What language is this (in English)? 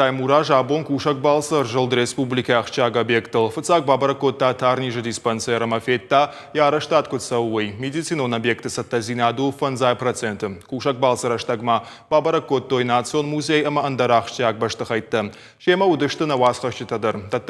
Ossetic